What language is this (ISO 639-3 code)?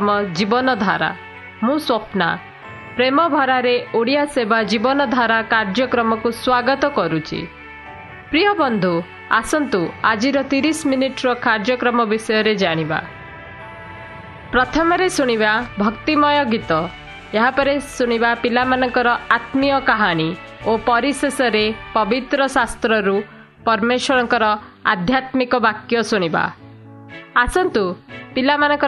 ori